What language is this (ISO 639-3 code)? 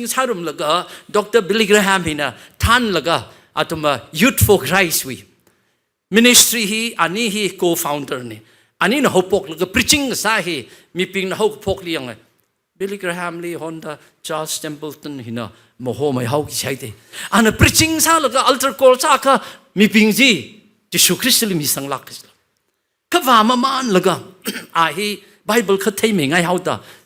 nmf